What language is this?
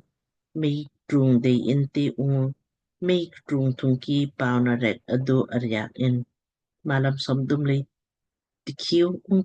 Lamkang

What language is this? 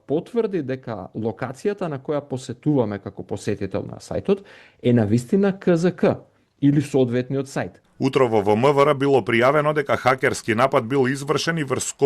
Macedonian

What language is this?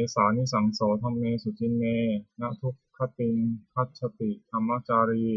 Pali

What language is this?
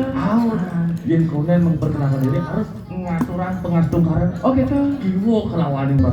Balinese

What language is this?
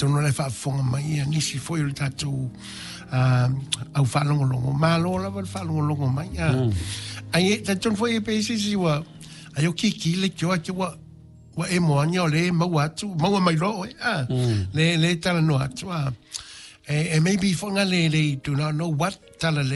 Samoan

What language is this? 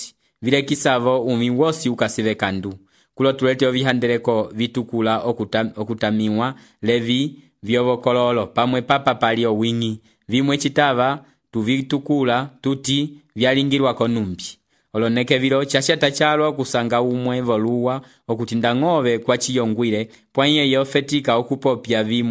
Umbundu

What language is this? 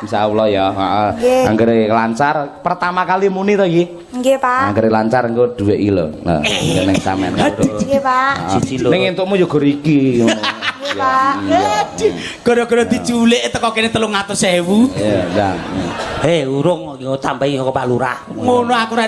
Javanese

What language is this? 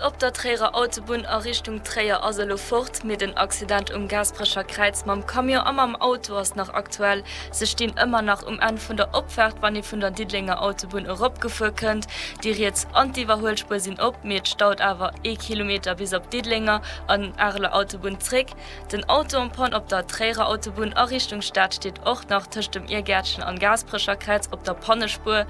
Luxembourgish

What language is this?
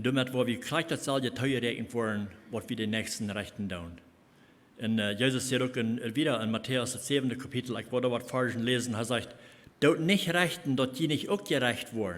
Plautdietsch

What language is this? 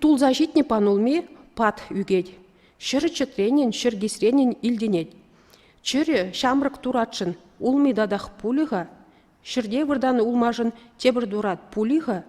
Chuvash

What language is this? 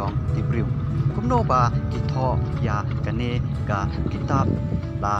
Khasi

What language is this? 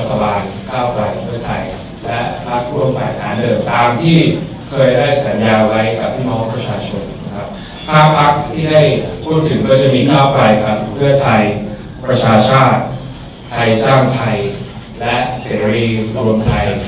Thai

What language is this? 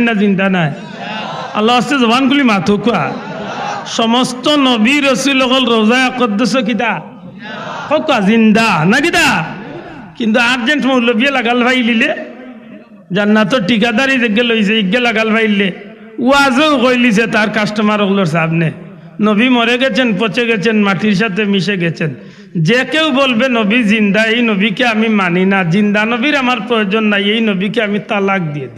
Sylheti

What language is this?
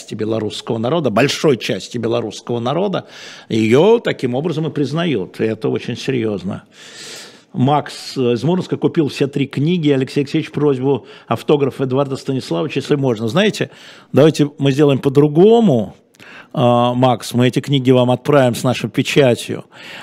Russian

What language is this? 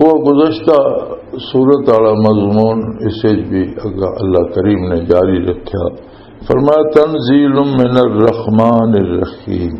Western Panjabi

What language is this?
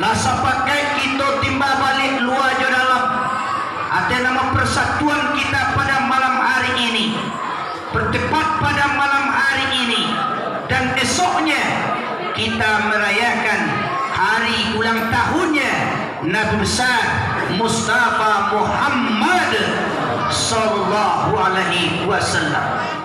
Minangkabau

